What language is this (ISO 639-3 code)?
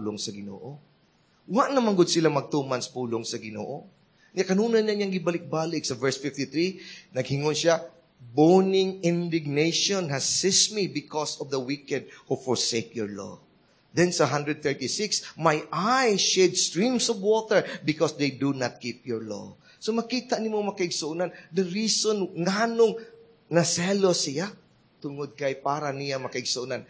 ceb